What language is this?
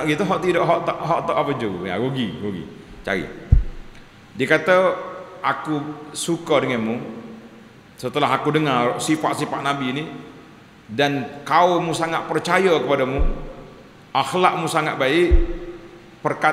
Malay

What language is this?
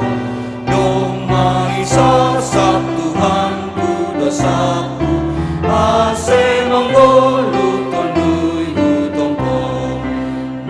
Batak Simalungun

